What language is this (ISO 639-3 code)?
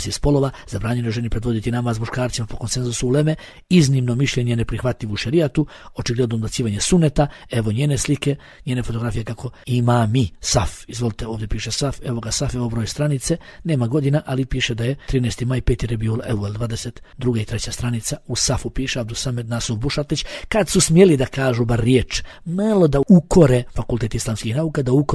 bos